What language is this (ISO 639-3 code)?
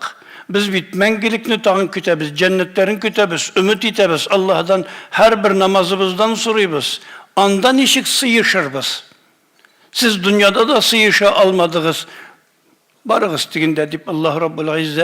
tat